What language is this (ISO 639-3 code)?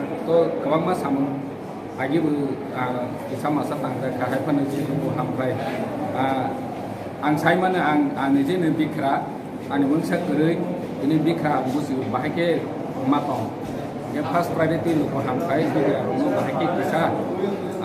trp